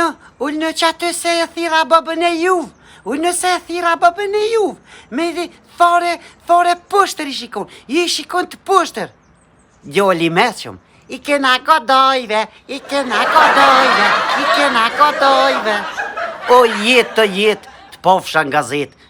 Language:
Albanian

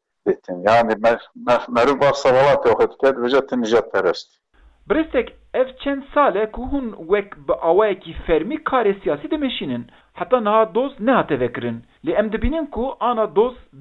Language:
Kurdish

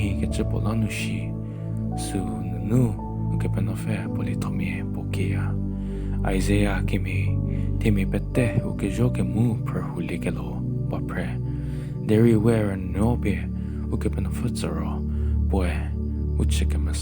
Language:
Angami Naga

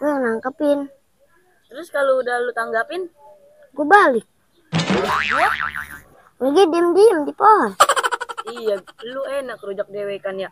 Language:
Betawi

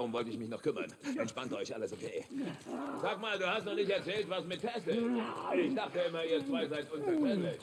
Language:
Bavarian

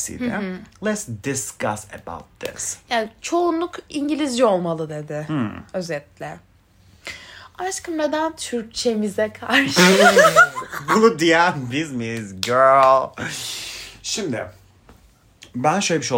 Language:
Turkish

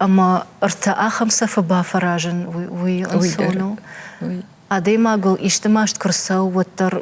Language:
Ossetic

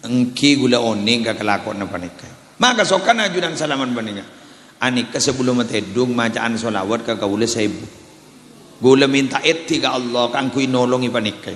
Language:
Madurese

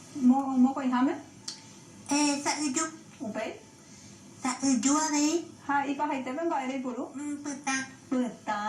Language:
Guarani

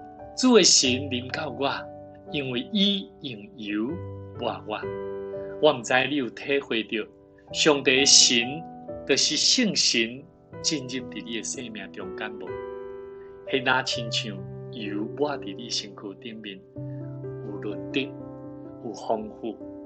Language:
Min Nan Chinese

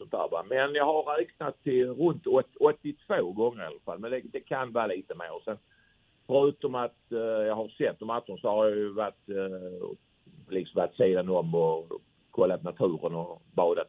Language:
Swedish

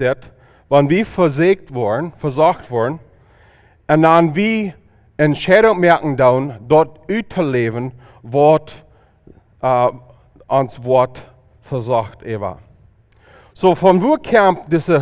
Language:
Plautdietsch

